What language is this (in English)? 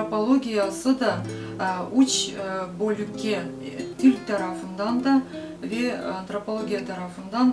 Crimean Tatar